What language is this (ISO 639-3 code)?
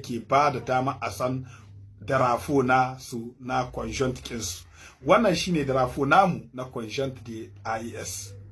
hau